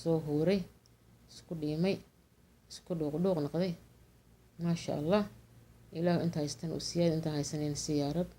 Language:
Somali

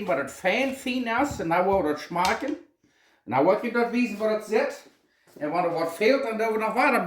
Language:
Plautdietsch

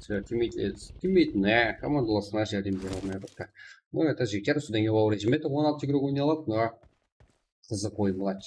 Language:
Kara-Kalpak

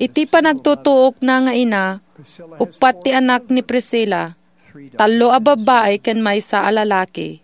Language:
Iloko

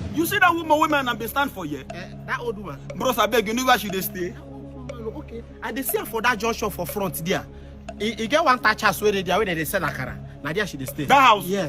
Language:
Nigerian Pidgin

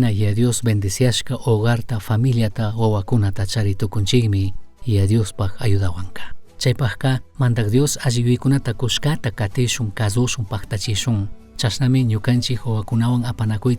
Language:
Chimborazo Highland Quichua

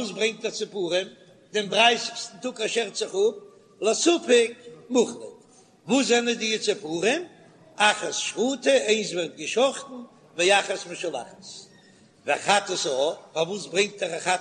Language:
Yiddish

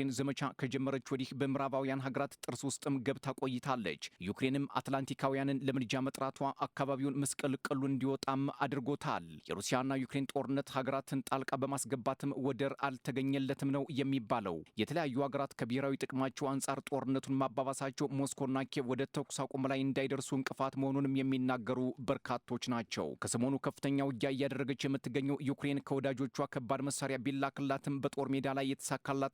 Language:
Amharic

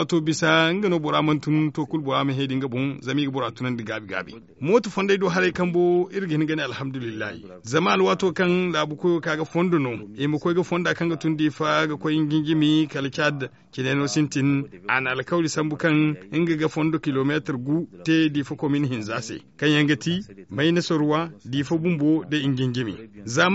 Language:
Zarma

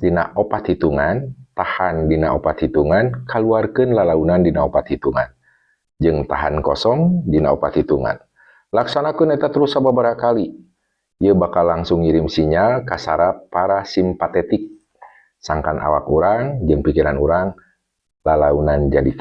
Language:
Sundanese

